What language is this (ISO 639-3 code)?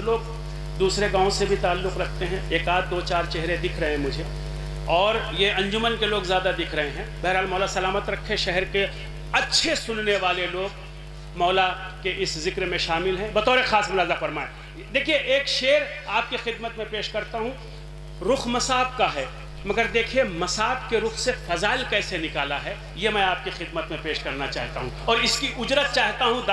urd